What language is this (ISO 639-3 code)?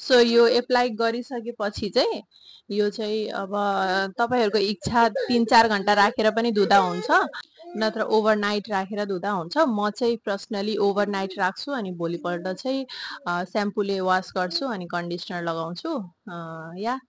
nep